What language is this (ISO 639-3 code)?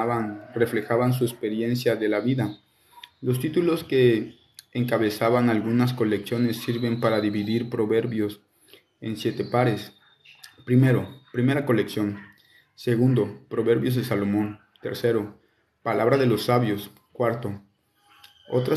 spa